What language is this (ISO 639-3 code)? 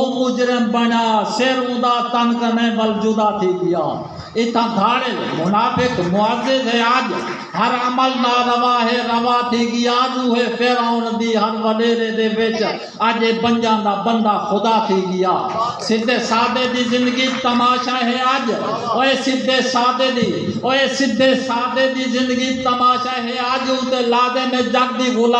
skr